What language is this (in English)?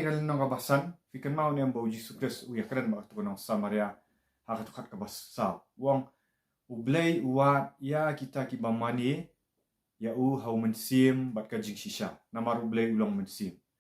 Khasi